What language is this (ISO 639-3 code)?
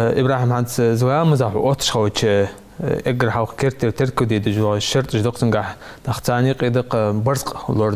inh